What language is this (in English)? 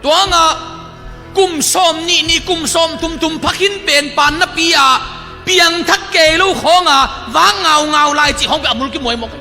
Tedim Chin